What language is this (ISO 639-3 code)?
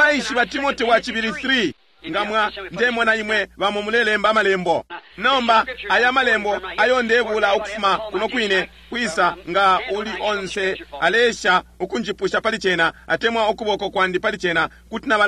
bem